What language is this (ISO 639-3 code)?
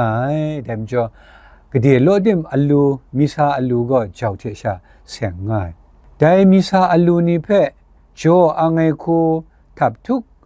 kac